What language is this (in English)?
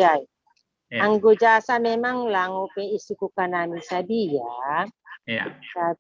Batak Simalungun